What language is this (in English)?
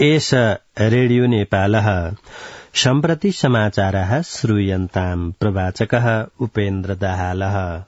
Sanskrit